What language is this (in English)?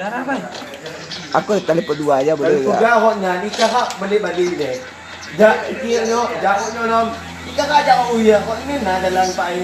Achinese